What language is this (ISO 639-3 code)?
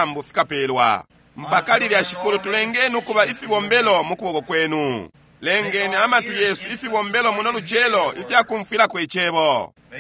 bem